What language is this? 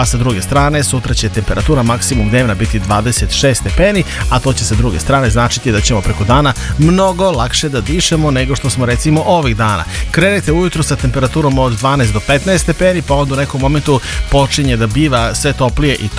Serbian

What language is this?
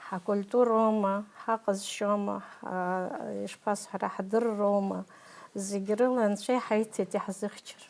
Abkhazian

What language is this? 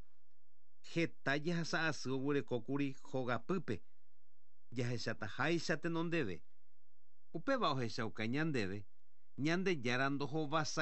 Guarani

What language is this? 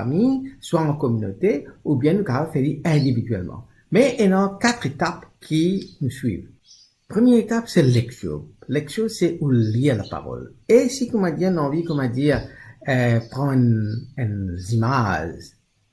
Morisyen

